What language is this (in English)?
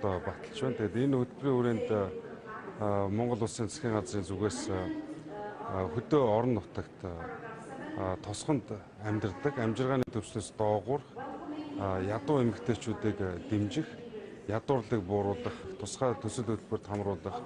Mongolian